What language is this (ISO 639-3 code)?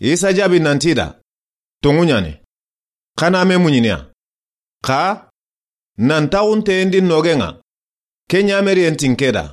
snk